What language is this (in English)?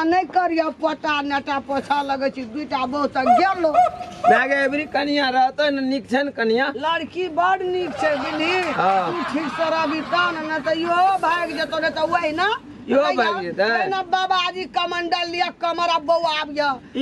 Maithili